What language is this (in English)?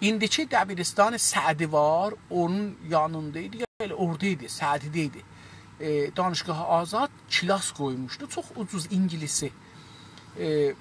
South Azerbaijani